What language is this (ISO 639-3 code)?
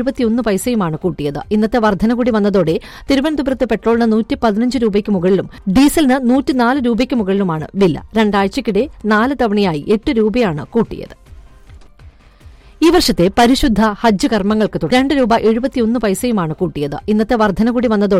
mal